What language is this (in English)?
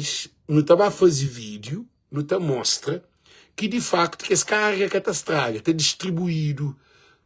Kabuverdianu